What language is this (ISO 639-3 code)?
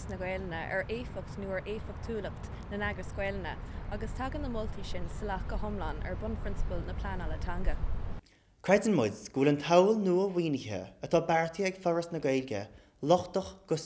gle